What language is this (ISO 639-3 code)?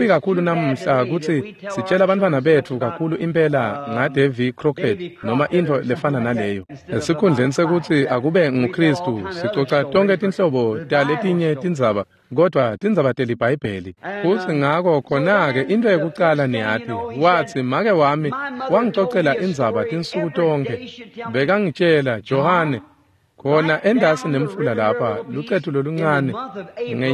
ssw